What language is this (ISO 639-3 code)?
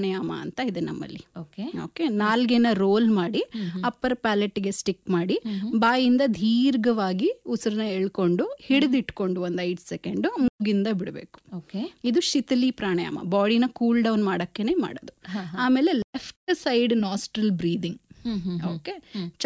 kan